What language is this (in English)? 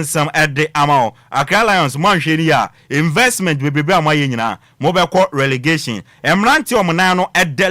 Akan